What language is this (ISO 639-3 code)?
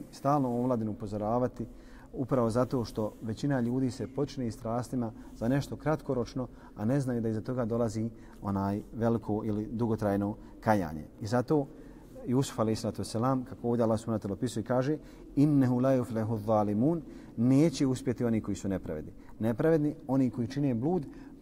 bos